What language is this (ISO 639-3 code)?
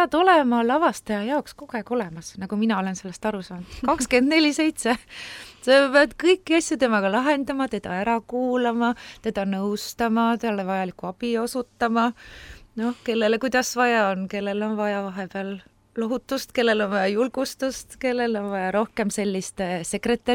est